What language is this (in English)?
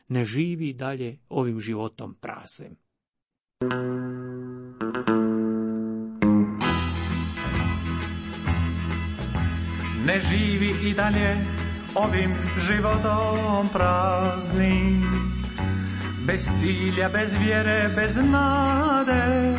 Croatian